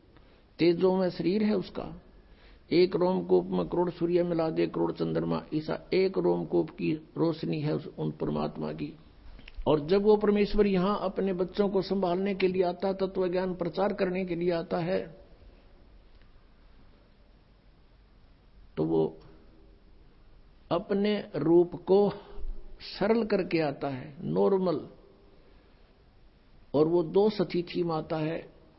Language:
Hindi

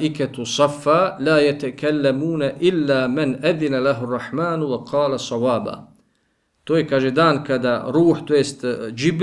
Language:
Bosnian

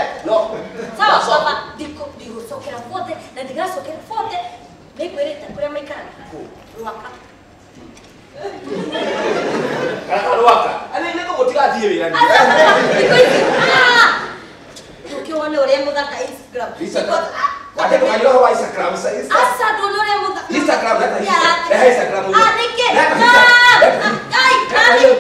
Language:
Kikuyu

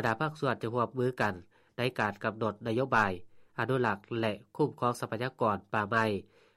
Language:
Lao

